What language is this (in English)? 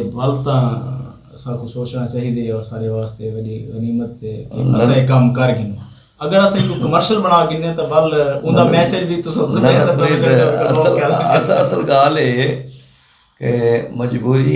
Saraiki